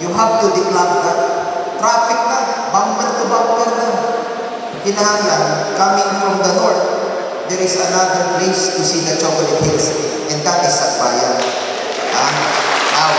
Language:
Cebuano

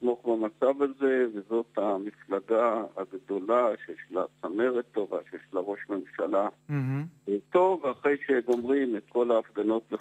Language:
Hebrew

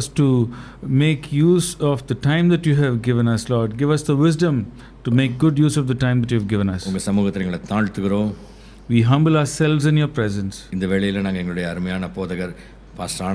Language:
Tamil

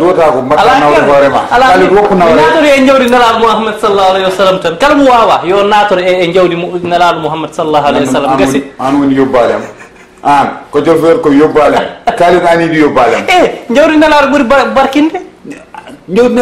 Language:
Fula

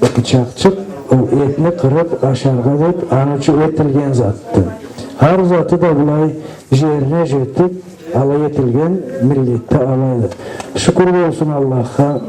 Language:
Karachay-Balkar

